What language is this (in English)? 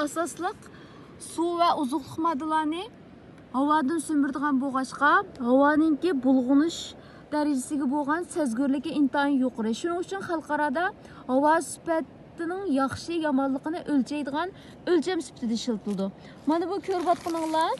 Uyghur